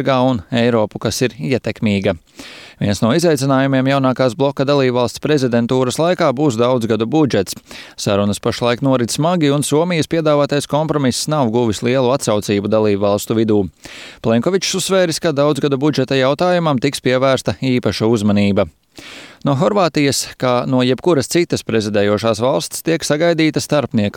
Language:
Latvian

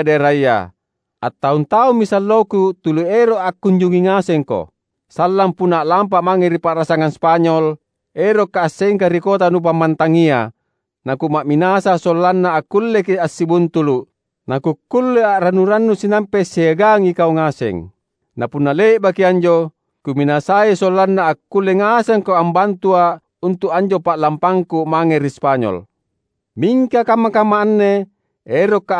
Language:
Makasar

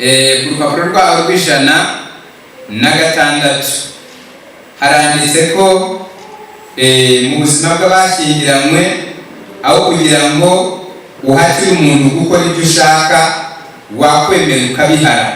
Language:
Kinyarwanda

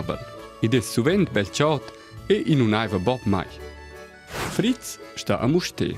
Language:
Romansh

